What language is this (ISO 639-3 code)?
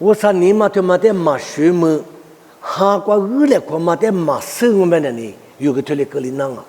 lis